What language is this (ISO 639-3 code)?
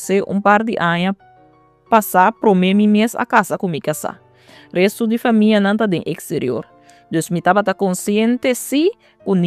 pap